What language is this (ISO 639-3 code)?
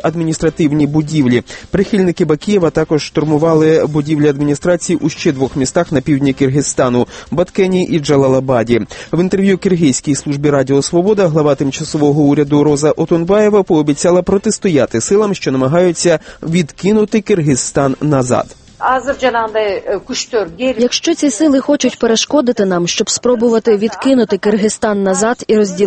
ukr